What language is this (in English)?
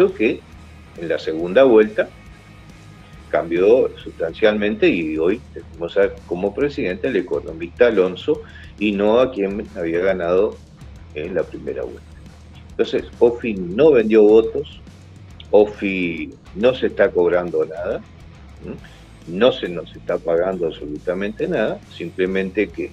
Spanish